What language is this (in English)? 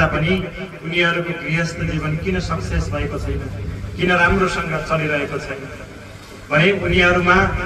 Nepali